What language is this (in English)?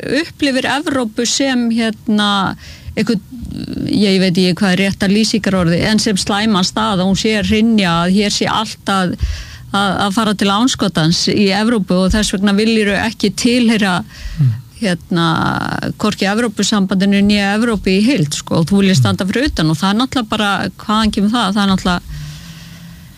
Icelandic